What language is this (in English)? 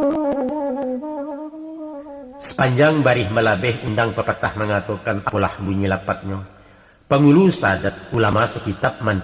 Minangkabau